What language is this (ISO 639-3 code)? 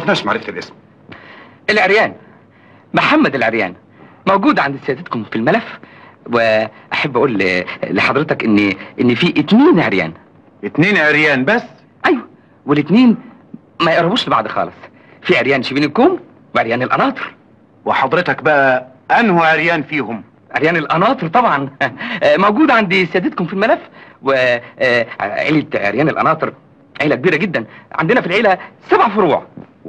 arz